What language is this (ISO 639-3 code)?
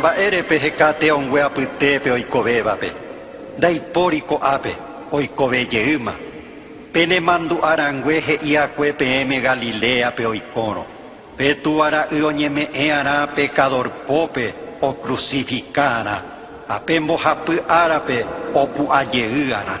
grn